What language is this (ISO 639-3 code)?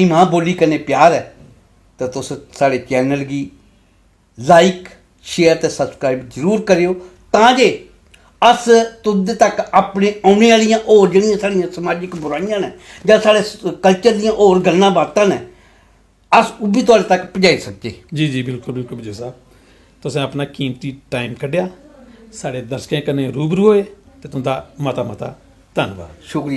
doi